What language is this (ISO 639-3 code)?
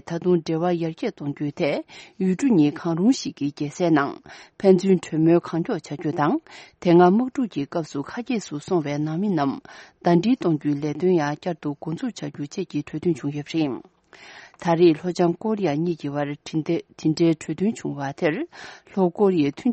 bod